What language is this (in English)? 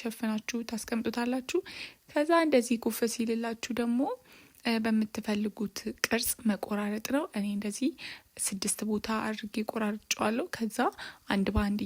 Amharic